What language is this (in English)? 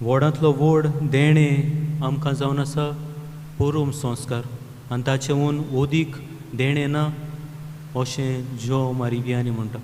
Konkani